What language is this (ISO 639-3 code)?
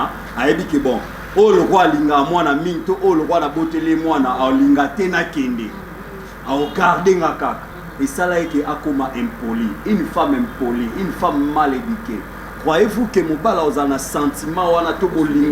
lin